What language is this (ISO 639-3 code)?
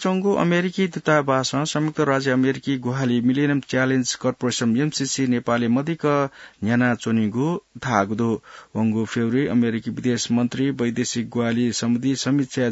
new